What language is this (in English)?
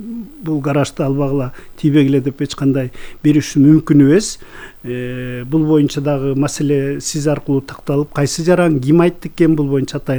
Kyrgyz